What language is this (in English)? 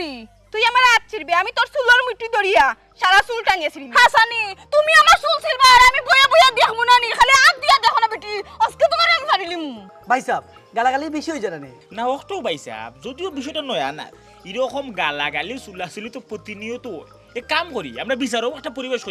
Sylheti